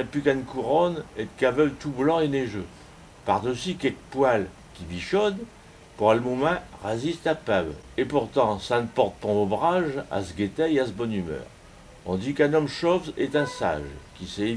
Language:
Picard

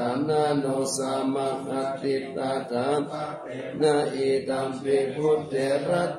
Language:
Pali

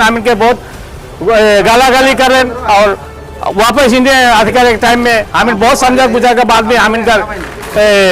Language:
Sadri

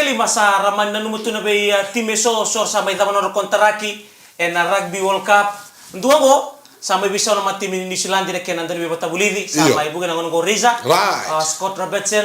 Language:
Fijian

